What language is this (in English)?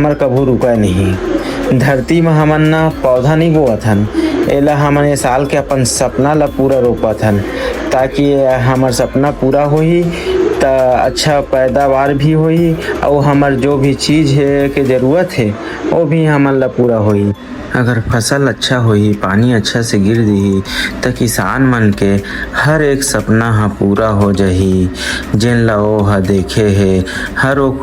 Chhattisgarhi